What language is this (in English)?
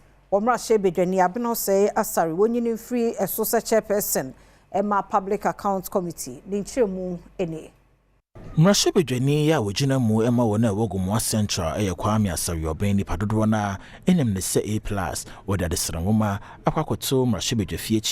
Akan